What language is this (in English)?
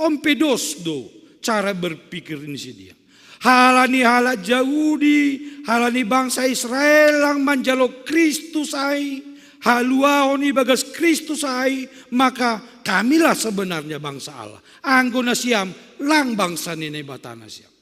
Batak Simalungun